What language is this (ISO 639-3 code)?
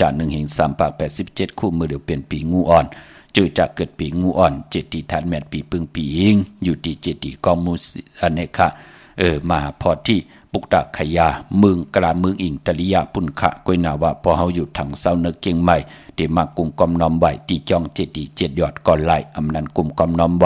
shn